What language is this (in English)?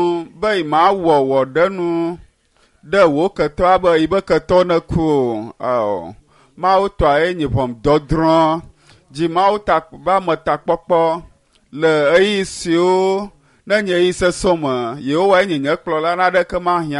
Ewe